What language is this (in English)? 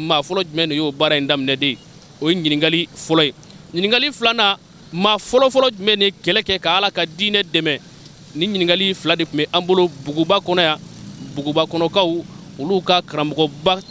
Bambara